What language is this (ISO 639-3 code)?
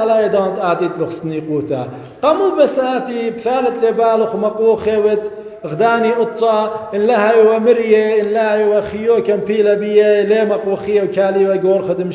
aii